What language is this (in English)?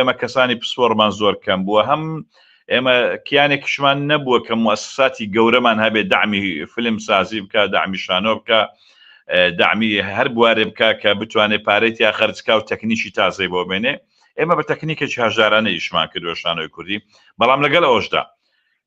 Central Kurdish